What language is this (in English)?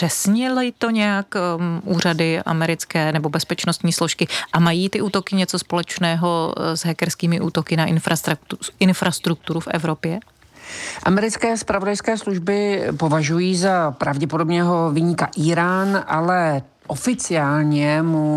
Czech